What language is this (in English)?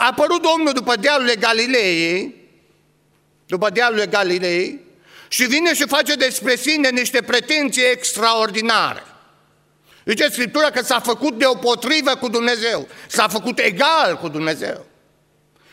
Romanian